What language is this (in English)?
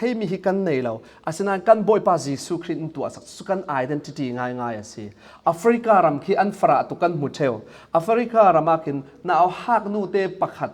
Falam Chin